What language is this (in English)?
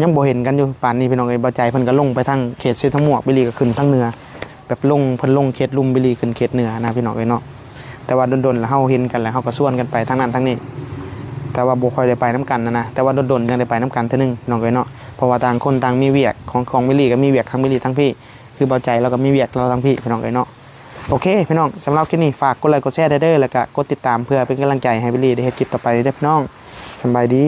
Northeastern Thai